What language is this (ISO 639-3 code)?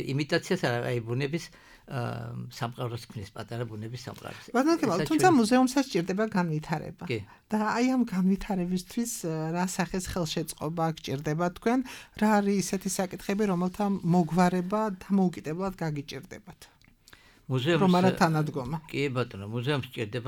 kat